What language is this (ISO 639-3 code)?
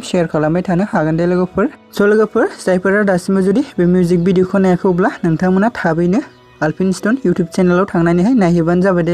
brx